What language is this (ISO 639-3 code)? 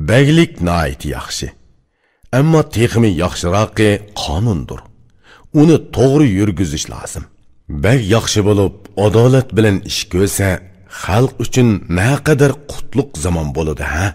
uig